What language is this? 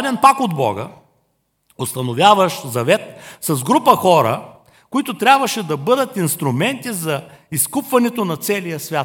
Bulgarian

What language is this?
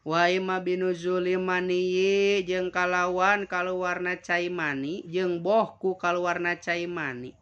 Sundanese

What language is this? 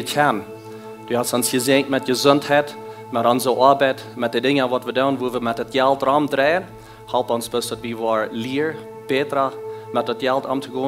Plautdietsch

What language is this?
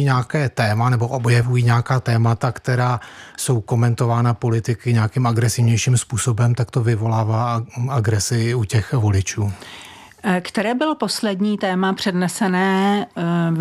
Czech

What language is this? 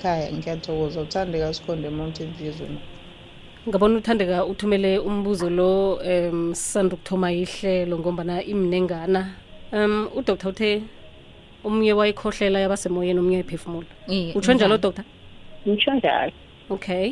South Ndebele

